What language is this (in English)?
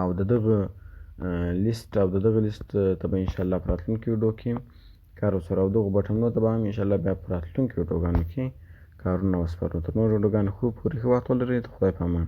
Pashto